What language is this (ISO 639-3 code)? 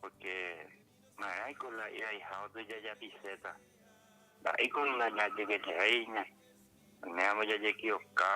grn